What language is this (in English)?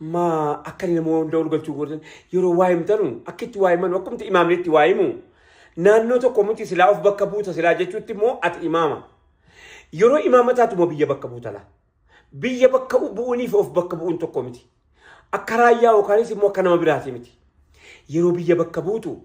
Oromo